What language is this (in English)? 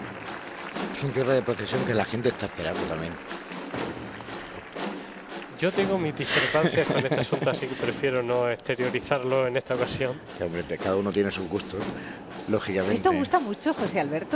Spanish